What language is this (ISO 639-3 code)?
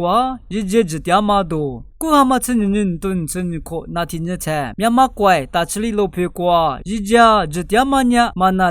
lis